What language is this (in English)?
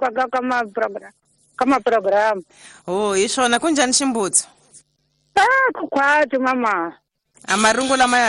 Tsonga